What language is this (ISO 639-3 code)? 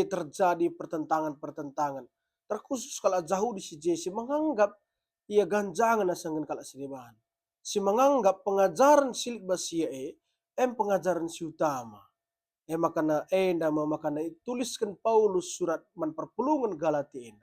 btx